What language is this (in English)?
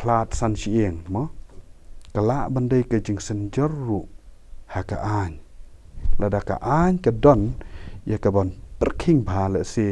Khasi